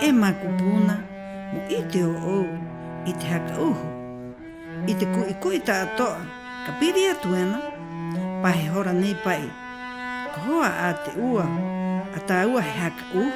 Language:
Rapanui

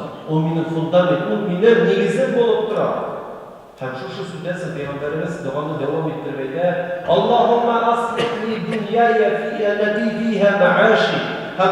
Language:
Tatar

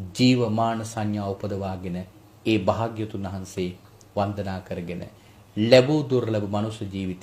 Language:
Sinhala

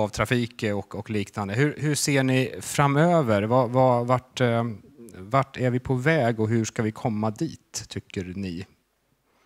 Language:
Swedish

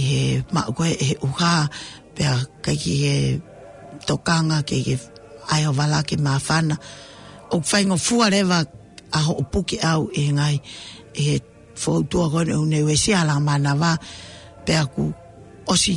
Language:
Tongan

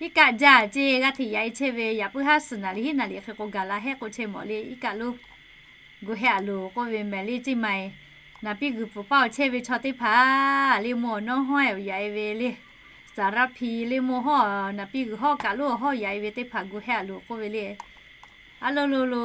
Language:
Lahu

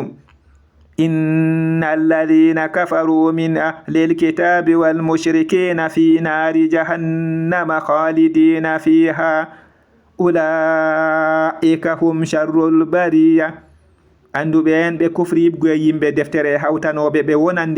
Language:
Fula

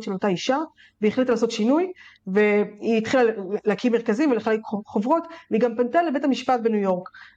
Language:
Hebrew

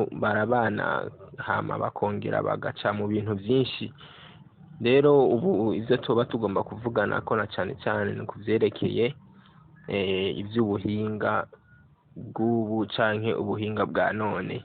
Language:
Rundi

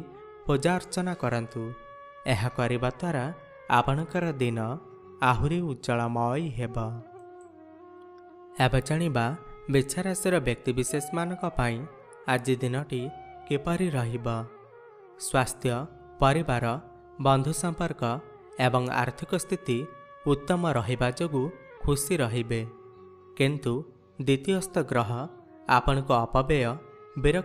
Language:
Odia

